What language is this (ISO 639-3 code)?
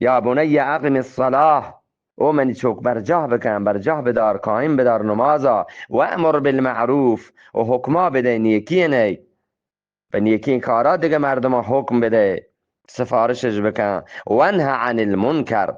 bgp